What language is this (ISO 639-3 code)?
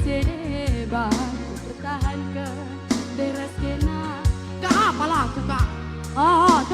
btx